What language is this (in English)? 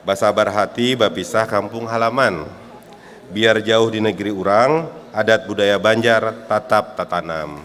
Banjar